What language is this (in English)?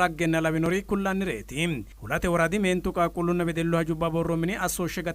Sidamo